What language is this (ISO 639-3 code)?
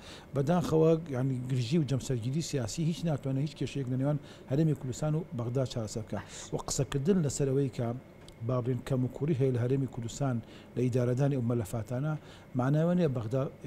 ckb